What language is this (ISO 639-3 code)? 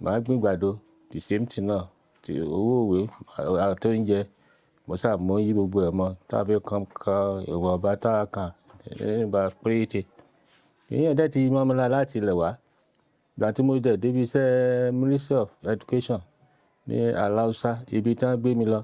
yor